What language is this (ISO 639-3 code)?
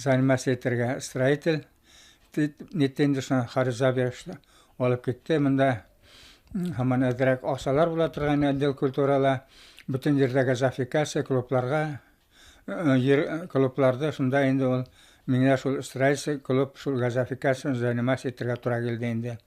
bak